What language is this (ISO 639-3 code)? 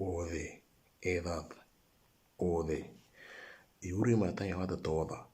mor